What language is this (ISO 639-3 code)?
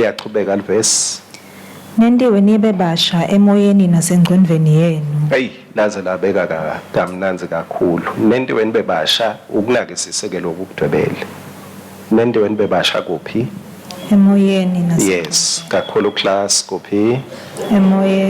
ssw